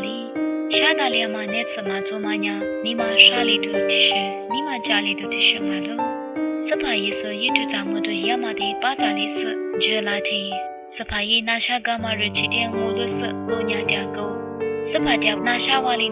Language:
Lisu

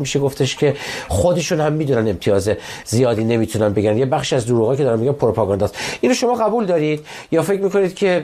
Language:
Persian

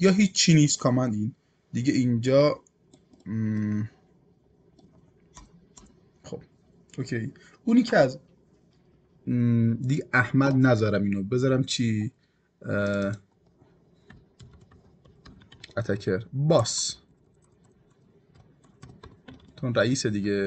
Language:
Persian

